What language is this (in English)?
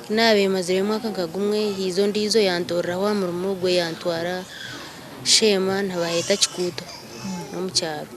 Nyankole